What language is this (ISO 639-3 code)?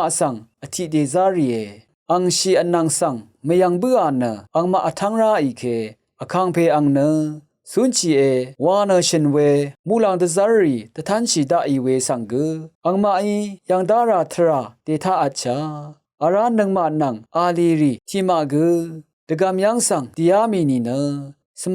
raw